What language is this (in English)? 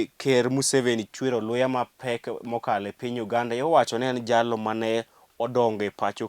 Luo (Kenya and Tanzania)